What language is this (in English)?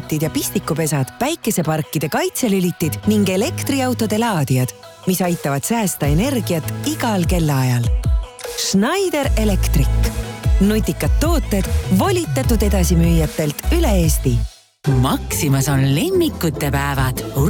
Estonian